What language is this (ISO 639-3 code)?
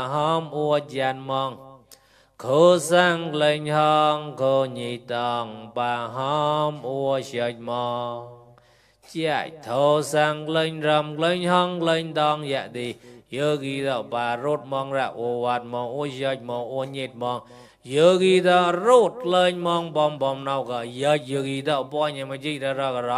mnw